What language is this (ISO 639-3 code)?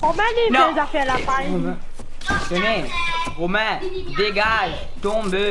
mfe